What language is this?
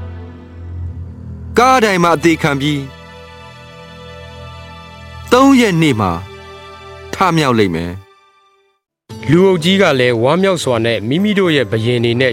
Burmese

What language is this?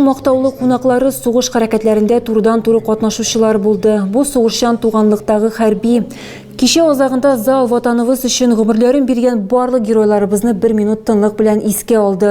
Tatar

